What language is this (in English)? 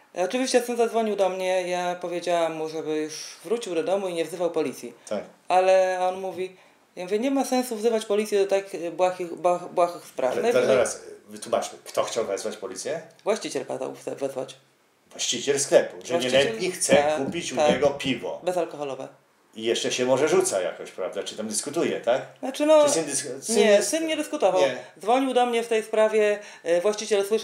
Polish